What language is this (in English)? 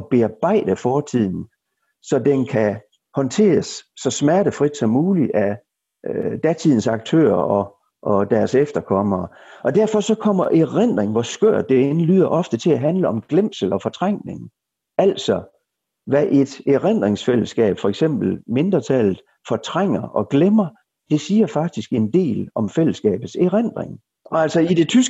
Danish